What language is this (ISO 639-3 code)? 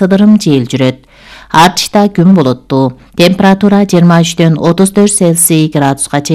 kir